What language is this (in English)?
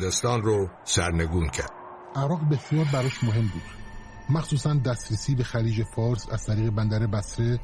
Persian